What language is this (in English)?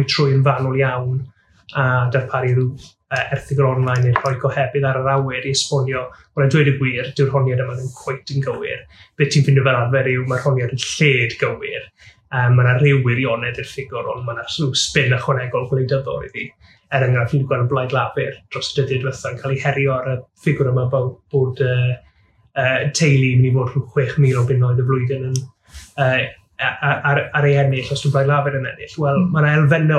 Welsh